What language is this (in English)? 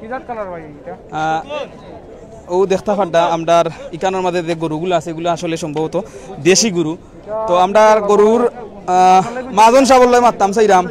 Sylheti